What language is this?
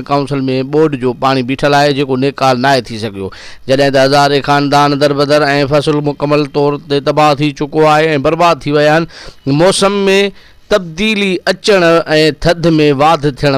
Sindhi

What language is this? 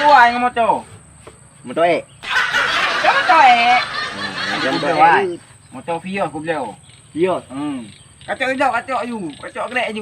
Achinese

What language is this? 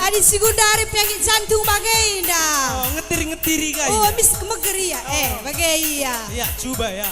Batak Karo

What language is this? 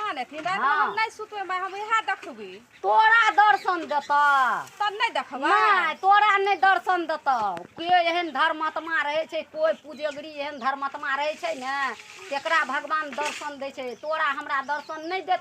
Maithili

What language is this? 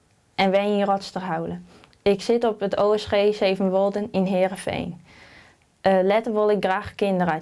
Western Frisian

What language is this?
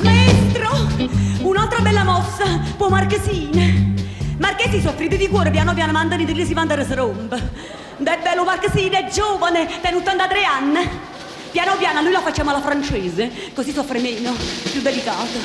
Neapolitan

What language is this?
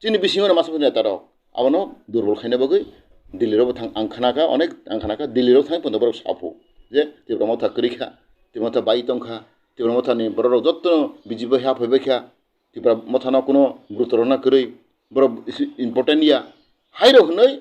Kok Borok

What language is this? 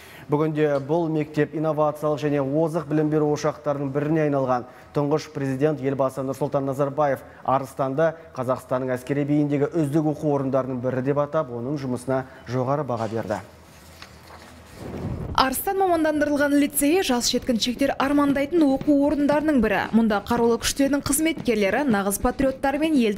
Kazakh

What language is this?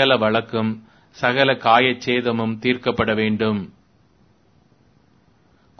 Tamil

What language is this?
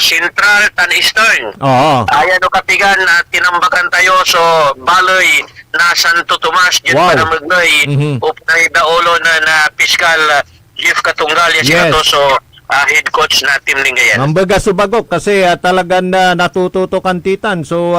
Pangasinan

